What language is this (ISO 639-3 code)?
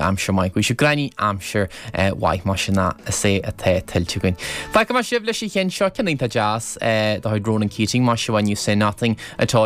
gle